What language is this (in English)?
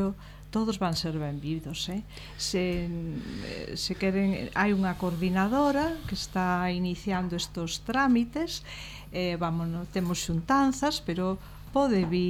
Galician